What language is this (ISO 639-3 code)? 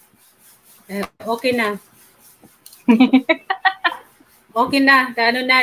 fil